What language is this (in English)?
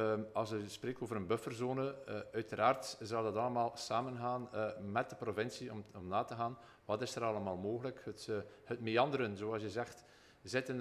Dutch